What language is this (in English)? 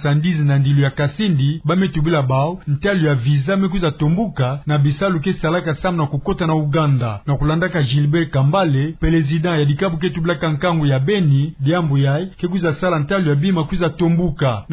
Kituba (Democratic Republic of Congo)